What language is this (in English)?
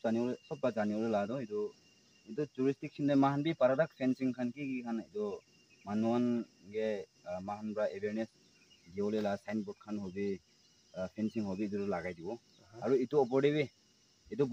Naga Pidgin